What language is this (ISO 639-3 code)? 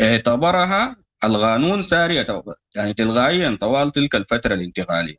apd